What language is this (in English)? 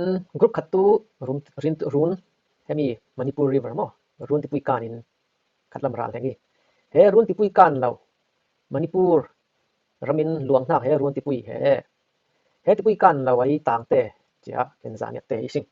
Falam Chin